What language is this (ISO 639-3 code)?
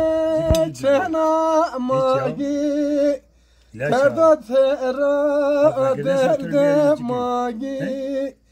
zza